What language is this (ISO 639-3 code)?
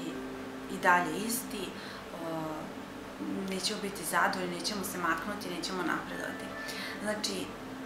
srp